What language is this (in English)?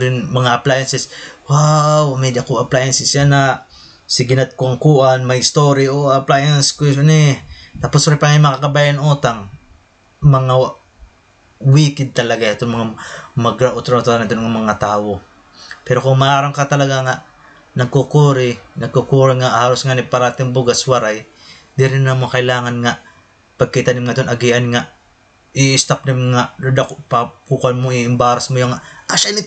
Waray